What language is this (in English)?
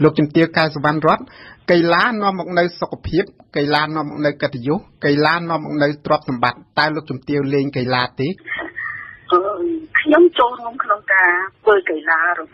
Khmer